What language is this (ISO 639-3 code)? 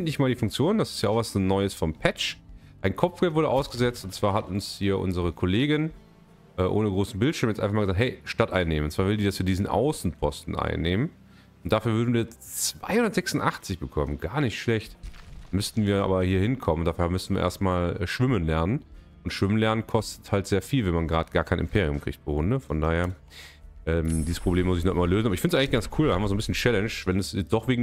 deu